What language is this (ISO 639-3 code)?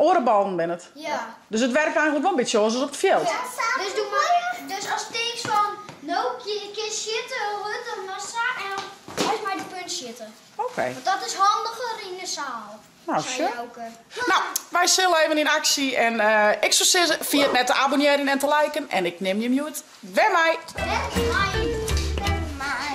fry